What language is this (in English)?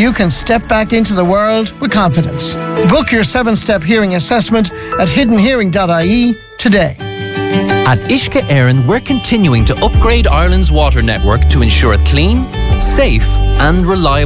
English